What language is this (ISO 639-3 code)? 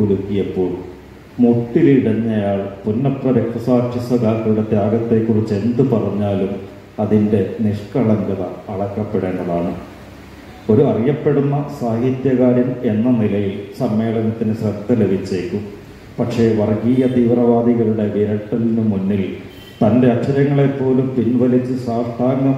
mal